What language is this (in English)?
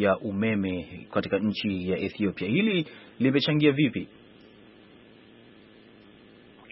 Swahili